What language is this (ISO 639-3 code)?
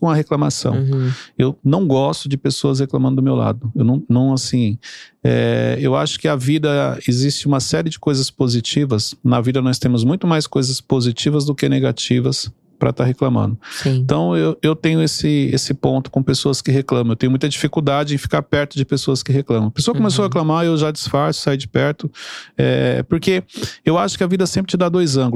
por